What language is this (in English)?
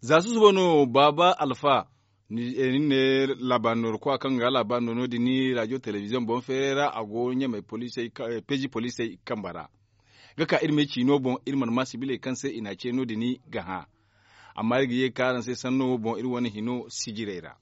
Zarma